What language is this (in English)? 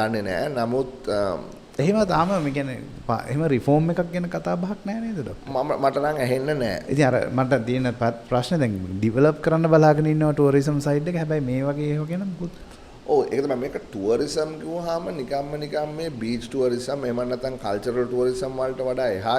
Sinhala